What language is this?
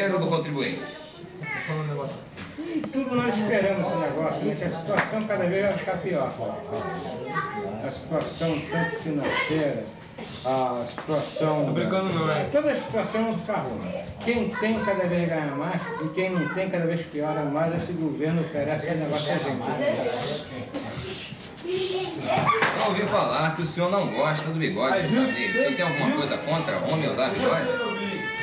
Portuguese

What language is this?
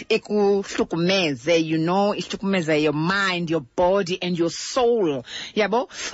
Xhosa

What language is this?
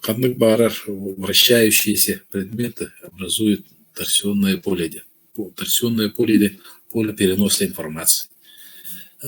Yakut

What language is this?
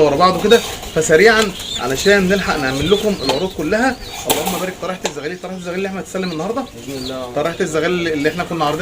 Egyptian Arabic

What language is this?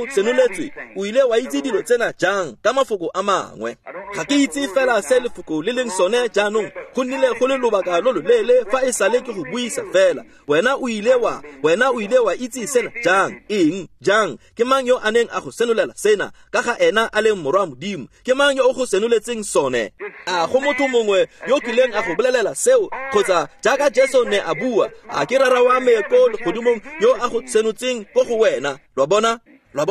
Tswana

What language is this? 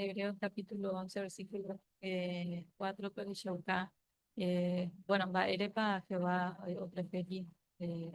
Guarani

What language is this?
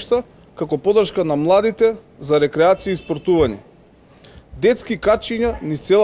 Macedonian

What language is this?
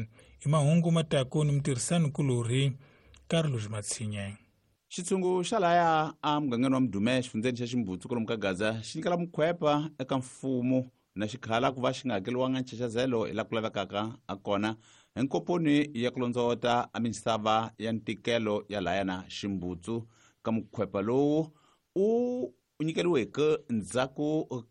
Tsonga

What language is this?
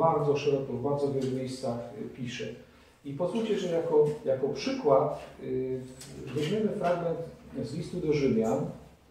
Polish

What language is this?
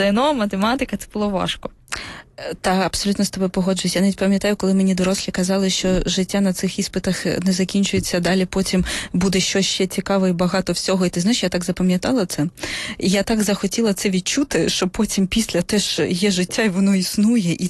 Ukrainian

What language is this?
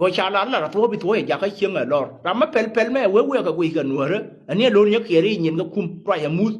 Nuer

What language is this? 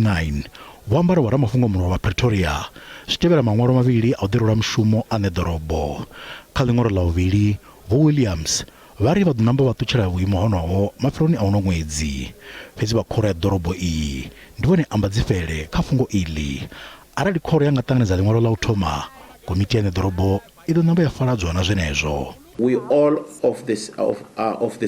Venda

